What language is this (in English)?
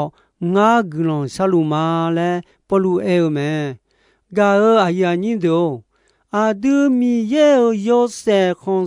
Akha